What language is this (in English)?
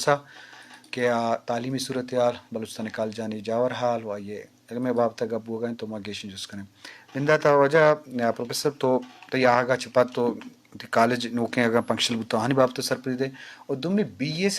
Eastern Balochi